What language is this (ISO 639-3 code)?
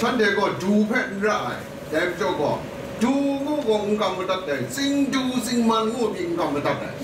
kac